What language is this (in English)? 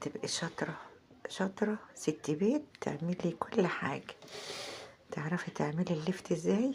Egyptian Arabic